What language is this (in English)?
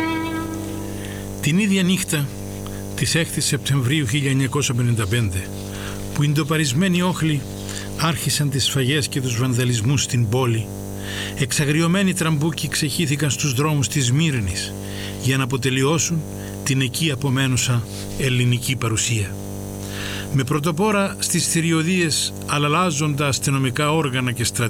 Greek